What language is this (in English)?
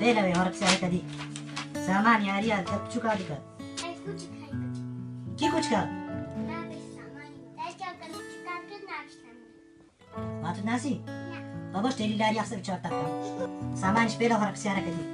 Kurdish